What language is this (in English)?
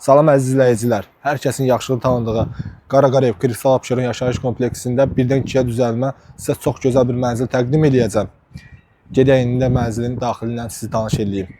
Azerbaijani